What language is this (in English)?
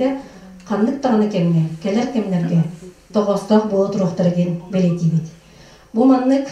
Yakut